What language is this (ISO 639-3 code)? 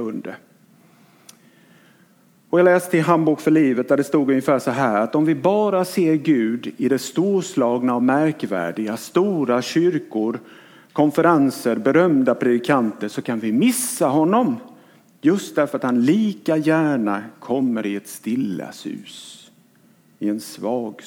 swe